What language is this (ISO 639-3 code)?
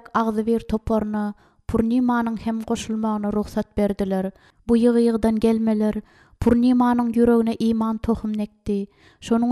tuk